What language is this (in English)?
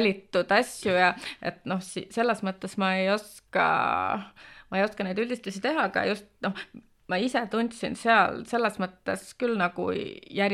Estonian